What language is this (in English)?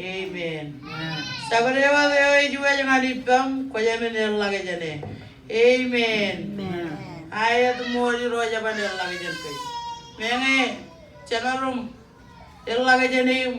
Marshallese